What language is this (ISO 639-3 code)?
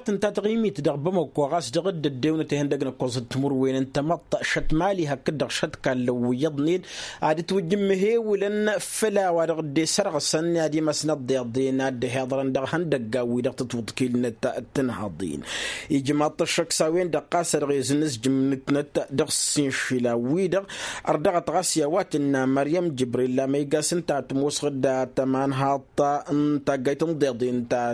taq